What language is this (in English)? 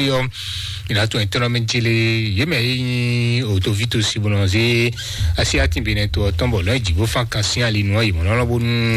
Fon